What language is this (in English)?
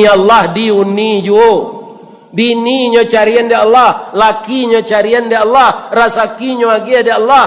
Minangkabau